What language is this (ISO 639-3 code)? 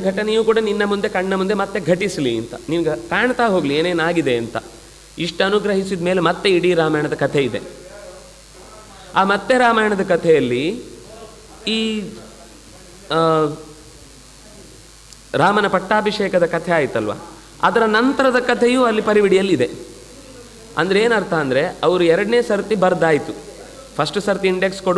kan